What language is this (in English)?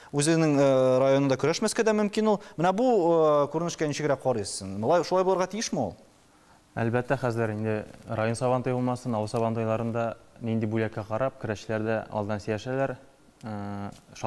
Tatar